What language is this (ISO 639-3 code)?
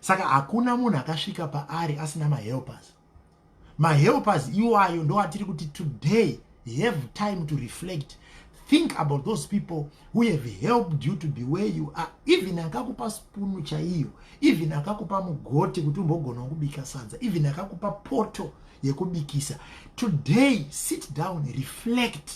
sna